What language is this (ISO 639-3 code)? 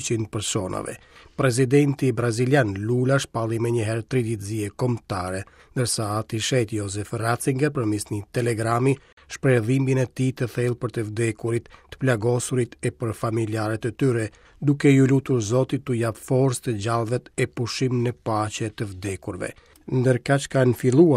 sqi